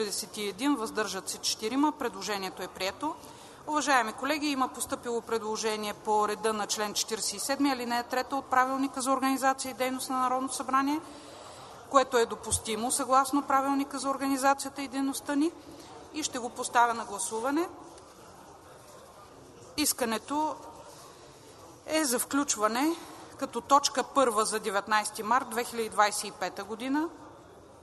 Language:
Bulgarian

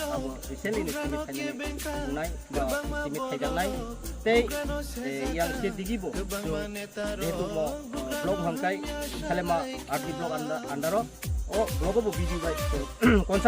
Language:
Kok Borok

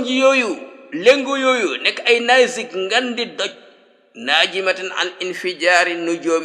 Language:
Wolof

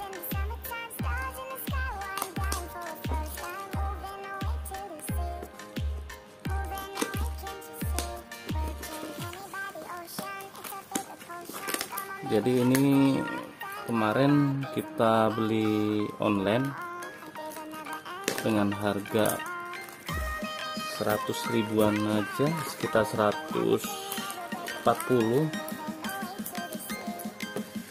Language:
Indonesian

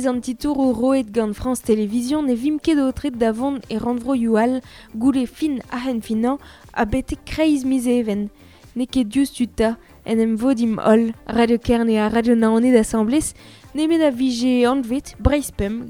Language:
Breton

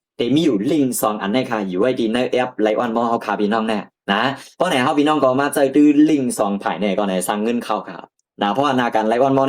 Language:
Shan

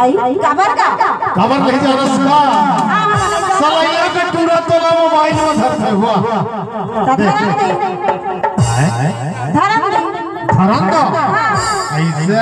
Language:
Chhattisgarhi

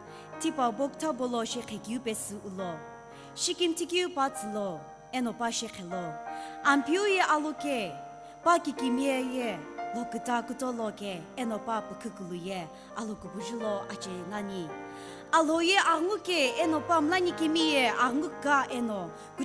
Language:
Sumi Naga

